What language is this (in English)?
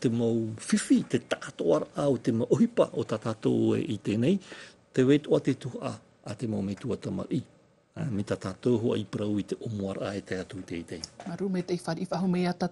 Tahitian